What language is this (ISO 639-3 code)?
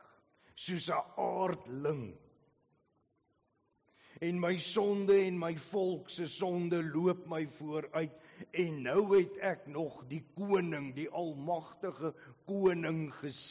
afr